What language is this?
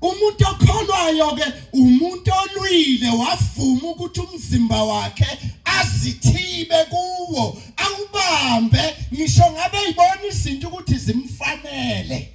Zulu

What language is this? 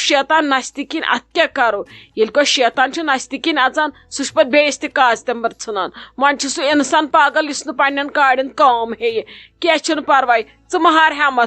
Kashmiri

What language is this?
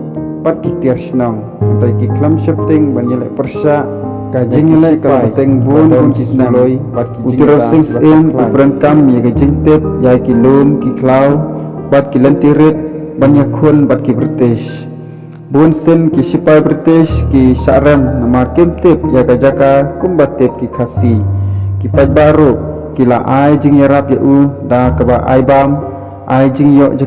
Khasi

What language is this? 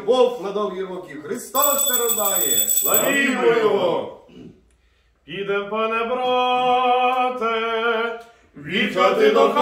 Ukrainian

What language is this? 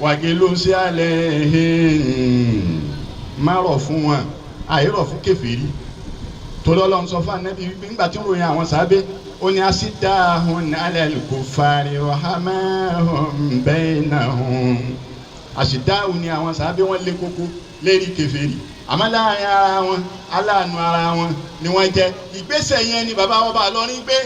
Yoruba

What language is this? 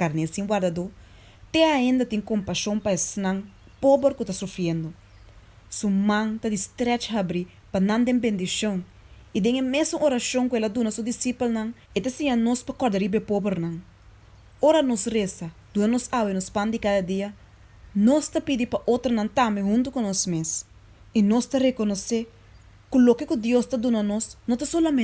Papiamento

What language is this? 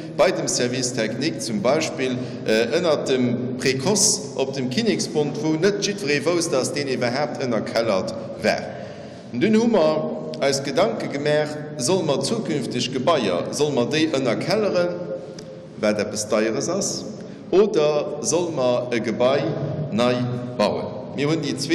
Luxembourgish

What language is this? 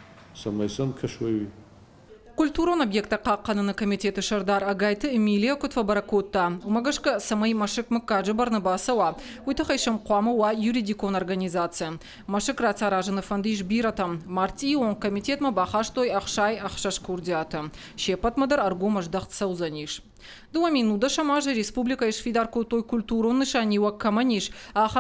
Ossetic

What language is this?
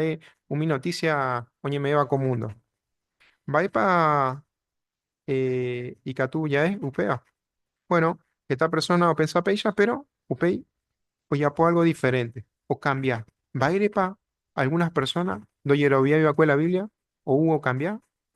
Guarani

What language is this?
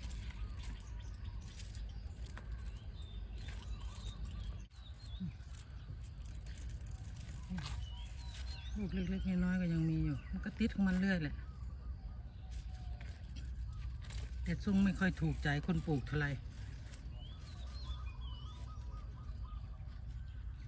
Thai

